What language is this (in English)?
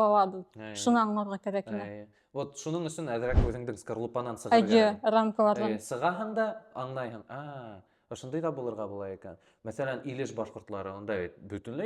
Bashkir